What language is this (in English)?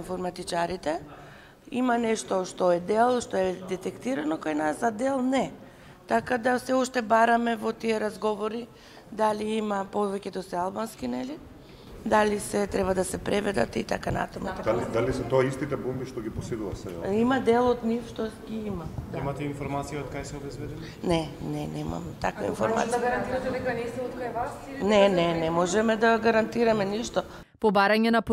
Macedonian